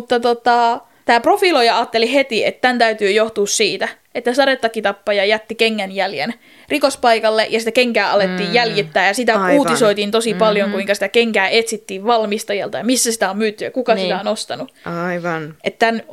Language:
Finnish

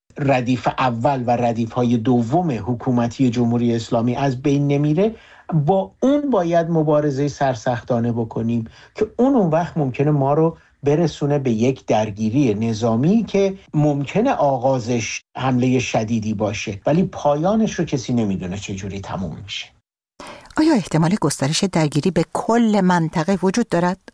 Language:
Persian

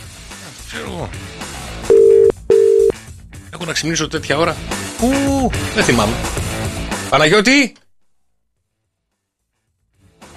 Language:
Greek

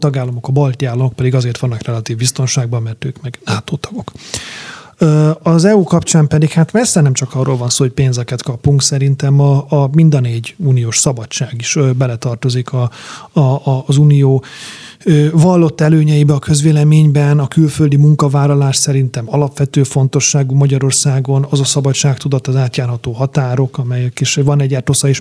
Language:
Hungarian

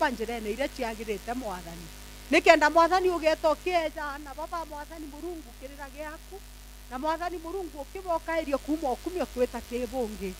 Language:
Meru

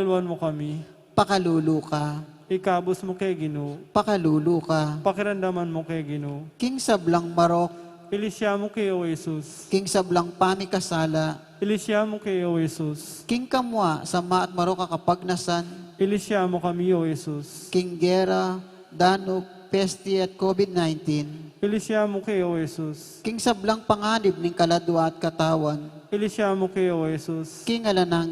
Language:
Pampanga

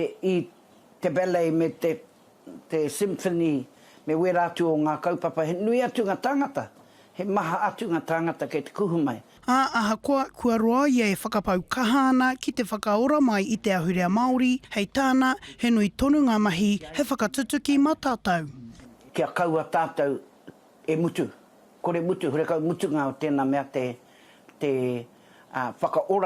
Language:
Māori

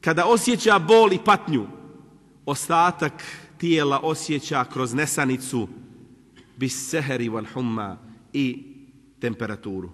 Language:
Bosnian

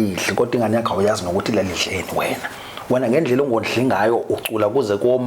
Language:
Zulu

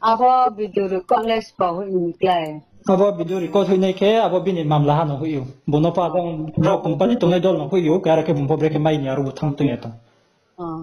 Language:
Riang (India)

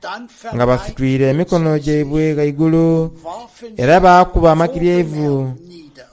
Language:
Soga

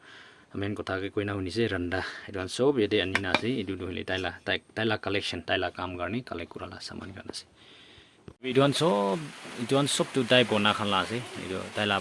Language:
Naga Pidgin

